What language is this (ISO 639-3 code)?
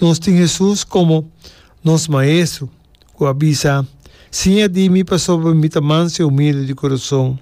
pap